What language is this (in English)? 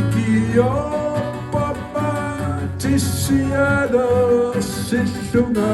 Kalaallisut